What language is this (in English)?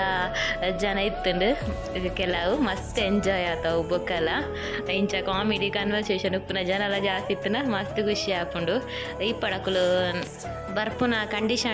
Tulu